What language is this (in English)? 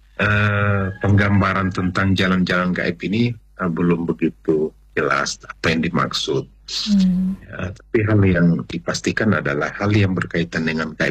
Indonesian